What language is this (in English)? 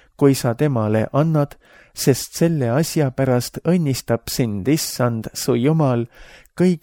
Estonian